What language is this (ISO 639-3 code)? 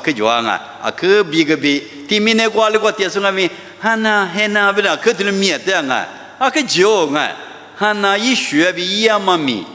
lis